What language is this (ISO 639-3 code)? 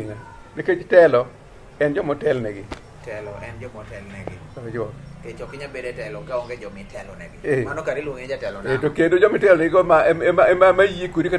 luo